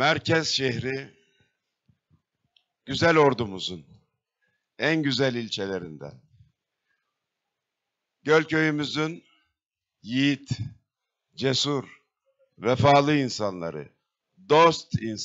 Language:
Turkish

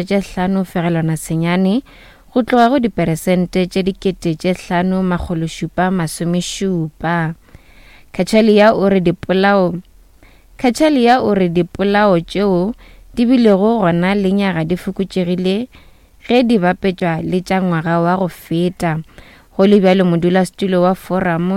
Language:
Northern Sotho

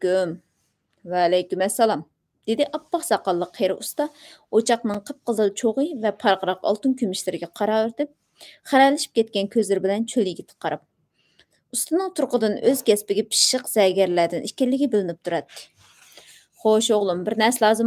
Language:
Uyghur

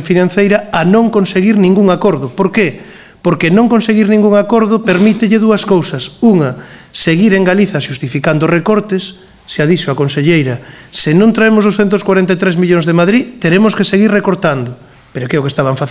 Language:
Galician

